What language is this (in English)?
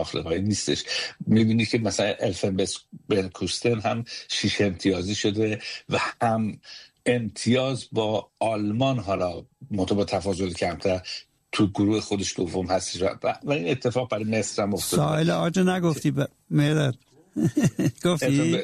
Persian